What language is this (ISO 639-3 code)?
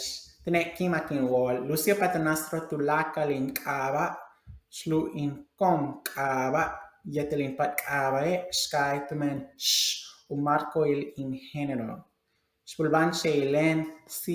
yua